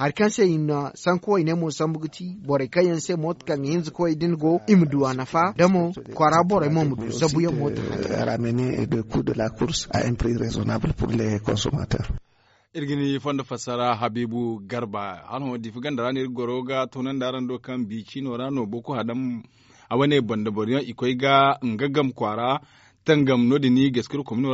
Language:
Zarma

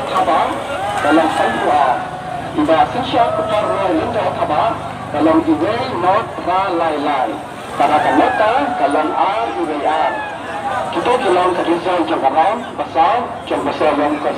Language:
Khasi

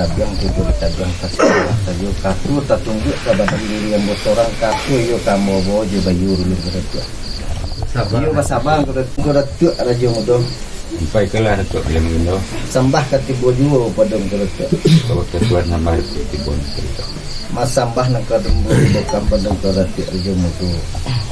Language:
Minangkabau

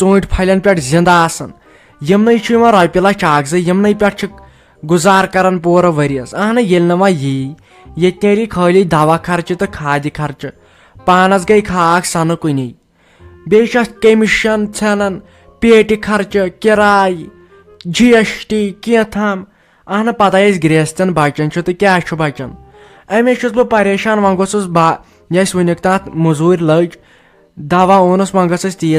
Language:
Kashmiri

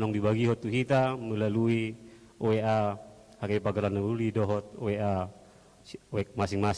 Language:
Batak Toba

